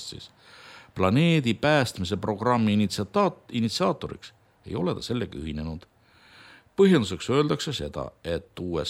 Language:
Estonian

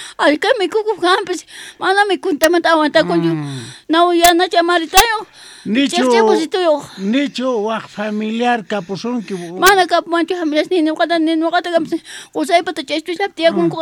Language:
South Bolivian Quechua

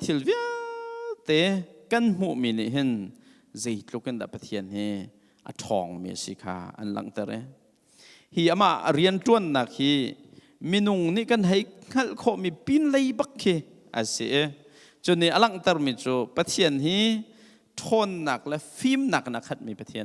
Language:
Hakha Chin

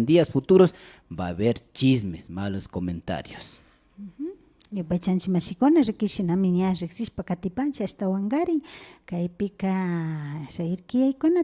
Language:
Imbabura Highland Quichua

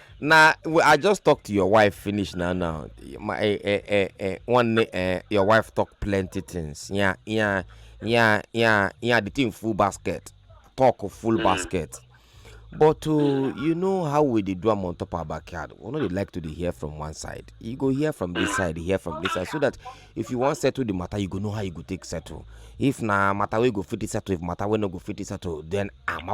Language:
Nigerian Pidgin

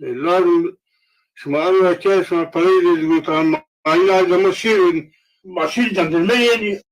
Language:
Zaza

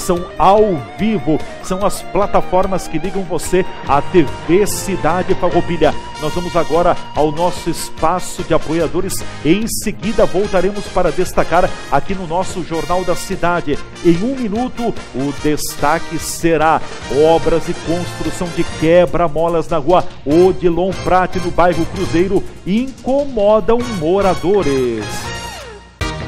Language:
Portuguese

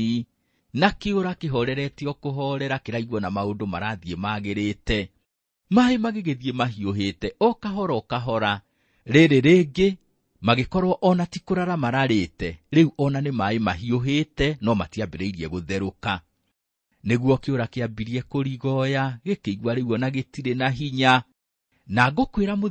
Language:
Kikuyu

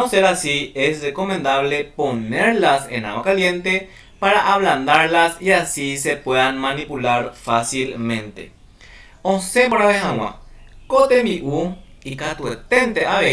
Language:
Guarani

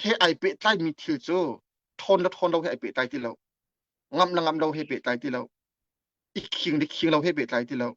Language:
Hakha Chin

